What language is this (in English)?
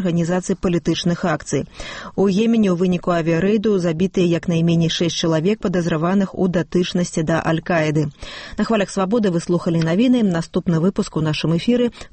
Belarusian